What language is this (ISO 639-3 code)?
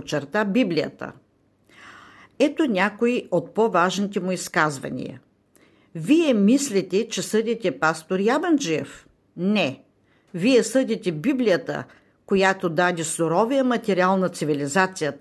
bul